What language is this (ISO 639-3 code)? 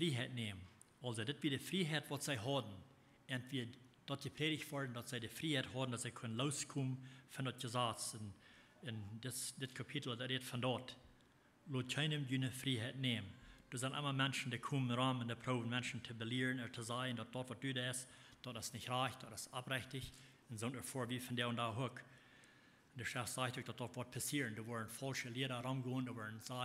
pdt